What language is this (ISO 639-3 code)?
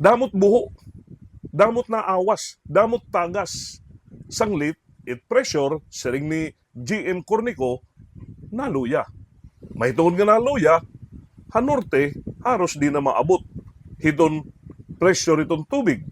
war